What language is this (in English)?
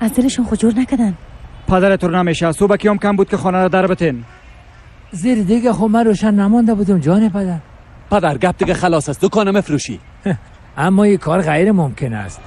Persian